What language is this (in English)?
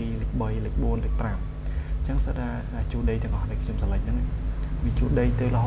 Khmer